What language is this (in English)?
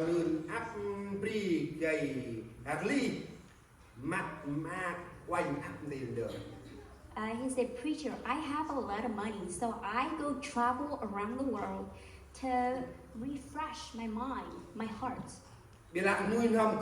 Central Mnong